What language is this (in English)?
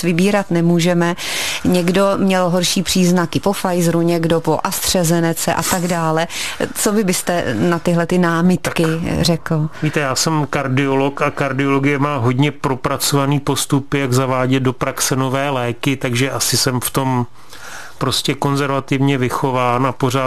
Czech